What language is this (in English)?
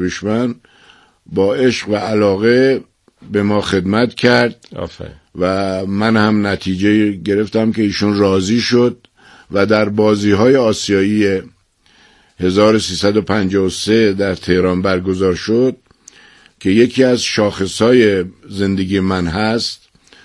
Persian